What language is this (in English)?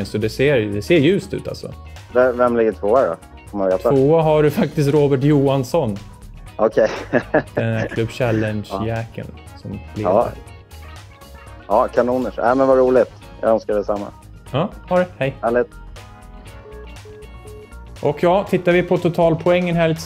Swedish